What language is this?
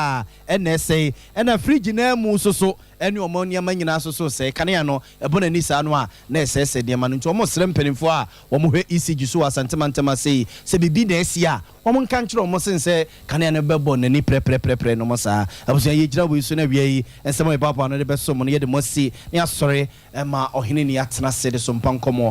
Akan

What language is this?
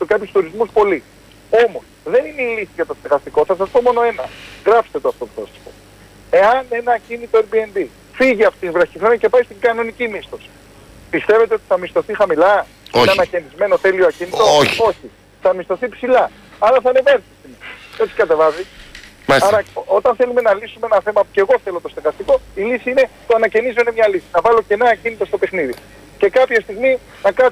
Greek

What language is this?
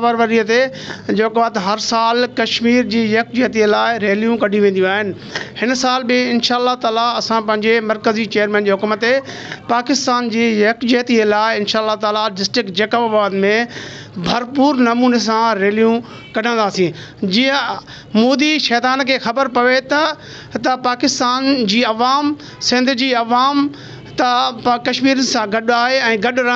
Sindhi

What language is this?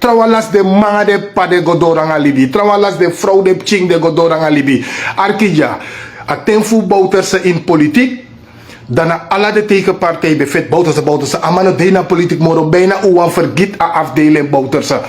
Sranan Tongo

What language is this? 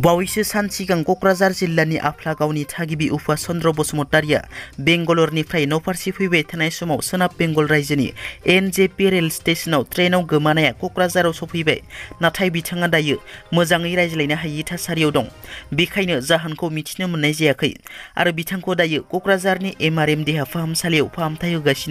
Bodo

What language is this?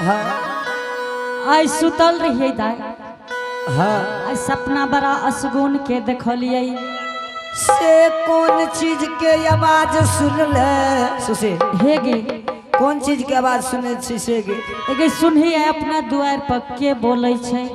Angika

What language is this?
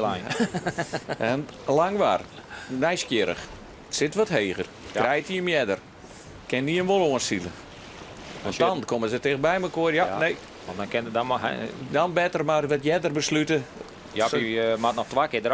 Western Frisian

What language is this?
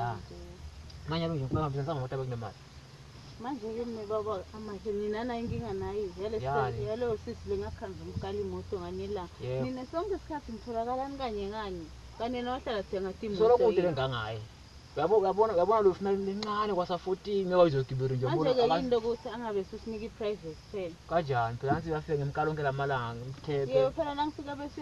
Zulu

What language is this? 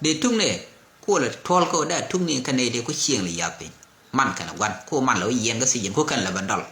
Nuer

